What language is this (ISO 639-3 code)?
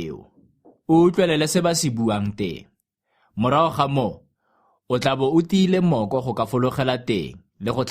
tsn